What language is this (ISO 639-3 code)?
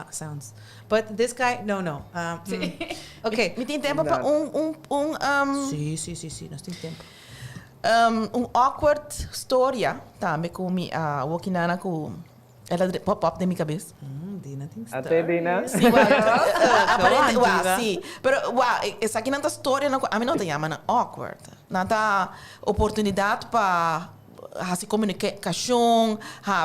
pap